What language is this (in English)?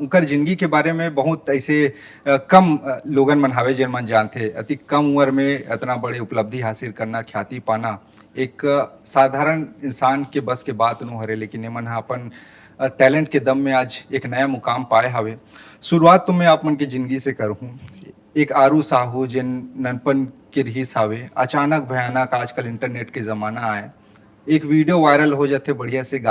Chhattisgarhi